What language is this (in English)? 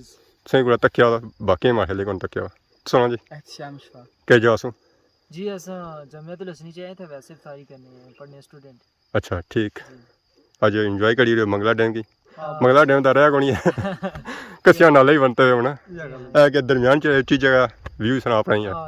Pahari-Potwari